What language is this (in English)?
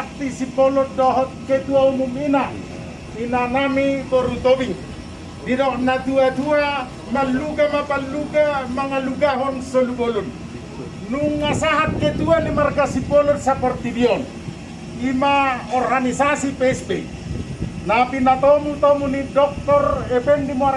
Batak Toba